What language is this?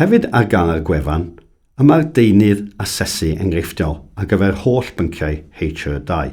Welsh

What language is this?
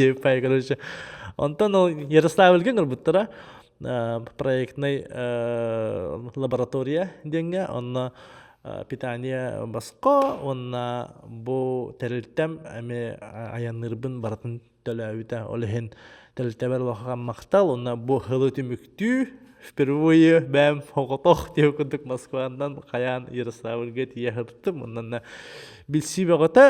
Yakut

